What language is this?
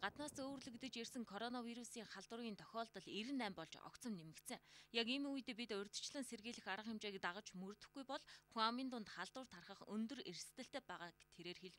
Mongolian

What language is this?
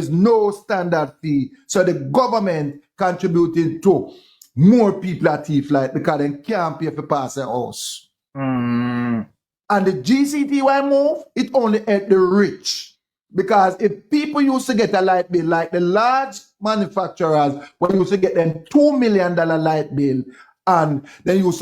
Jamaican Creole English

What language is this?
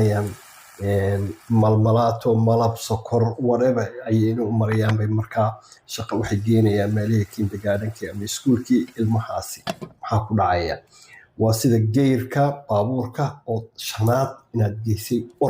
Somali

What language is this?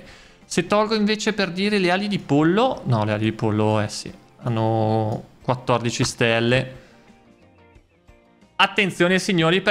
Italian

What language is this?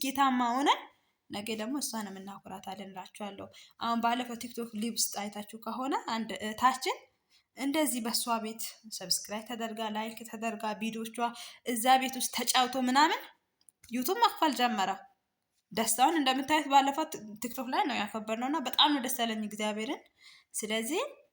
Amharic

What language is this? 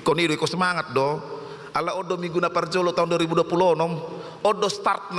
Batak Toba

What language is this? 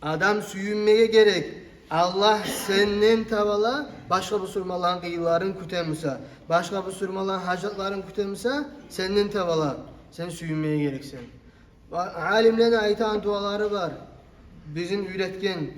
Kumyk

